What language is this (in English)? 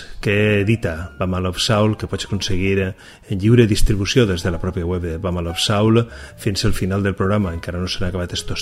Catalan